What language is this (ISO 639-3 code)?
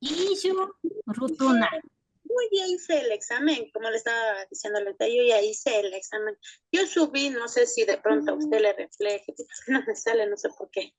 qvi